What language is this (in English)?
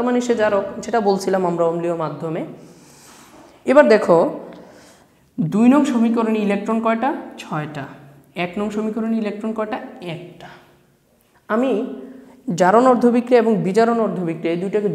Bangla